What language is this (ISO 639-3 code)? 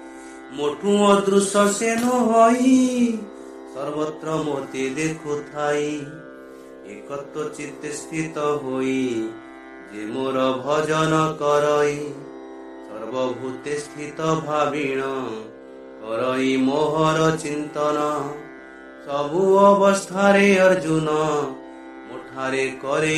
ori